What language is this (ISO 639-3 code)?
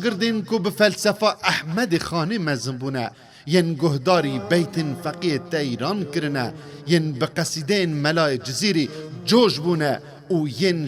kur